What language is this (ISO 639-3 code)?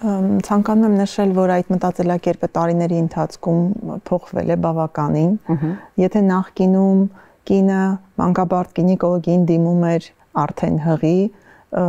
hye